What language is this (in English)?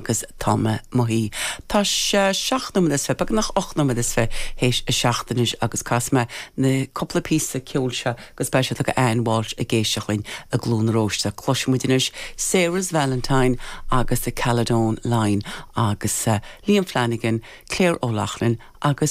Irish